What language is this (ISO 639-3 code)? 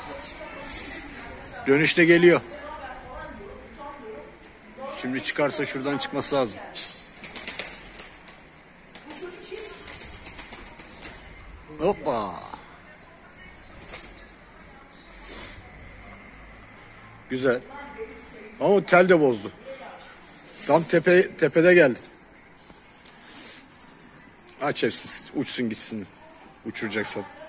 tur